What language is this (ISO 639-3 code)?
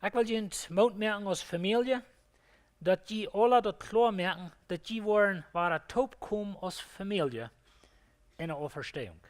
pdt